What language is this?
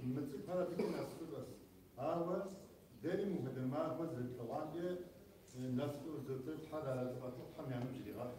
Kabardian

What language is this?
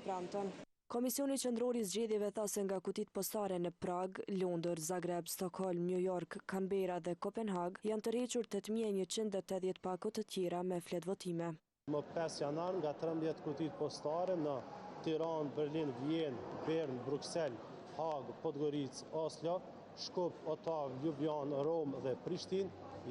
Albanian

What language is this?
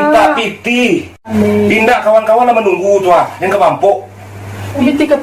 Minangkabau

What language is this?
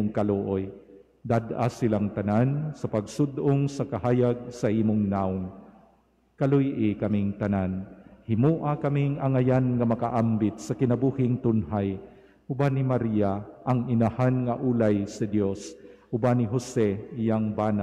Cebuano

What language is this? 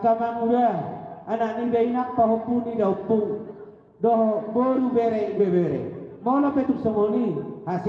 Batak Toba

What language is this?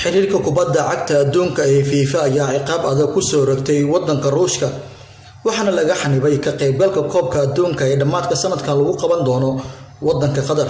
Somali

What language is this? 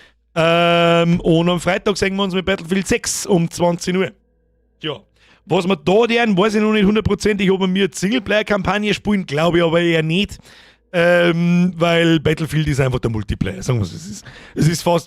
Bavarian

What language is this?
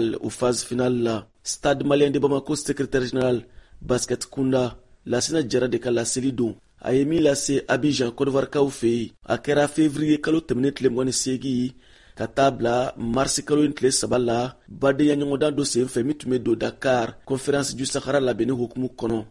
Bambara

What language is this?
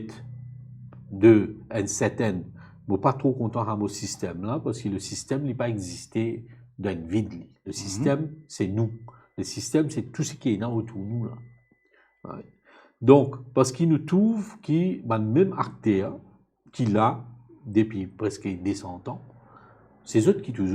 Morisyen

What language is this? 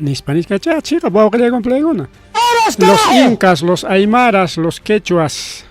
Ayacucho Quechua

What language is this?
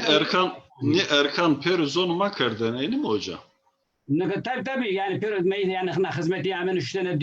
Zaza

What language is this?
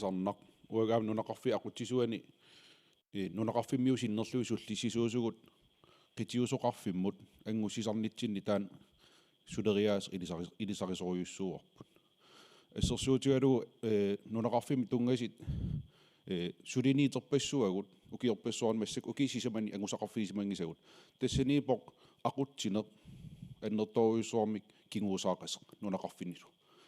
Kalaallisut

